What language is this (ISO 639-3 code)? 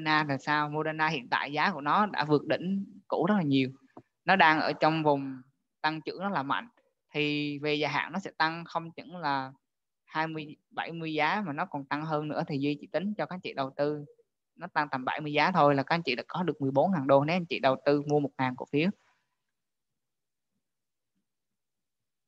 vie